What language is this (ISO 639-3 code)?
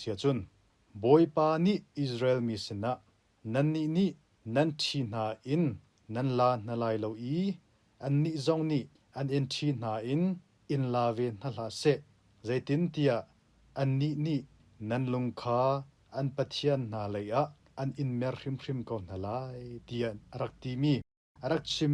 cnh